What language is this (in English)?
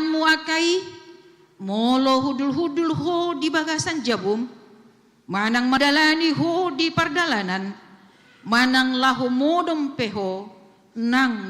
Batak Toba